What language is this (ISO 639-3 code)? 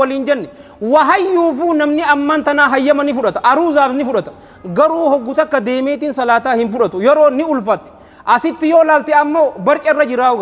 orm